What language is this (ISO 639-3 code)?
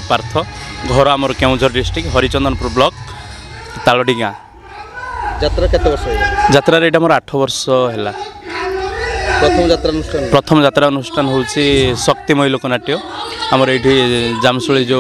ori